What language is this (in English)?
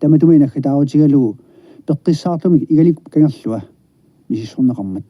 Kalaallisut